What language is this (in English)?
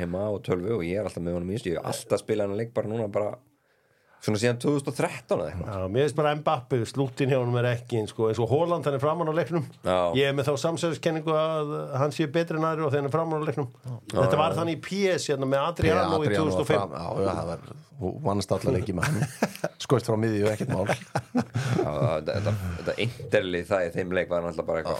Icelandic